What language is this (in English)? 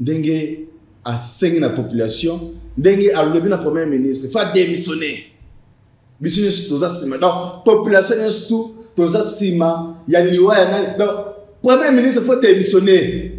Lingala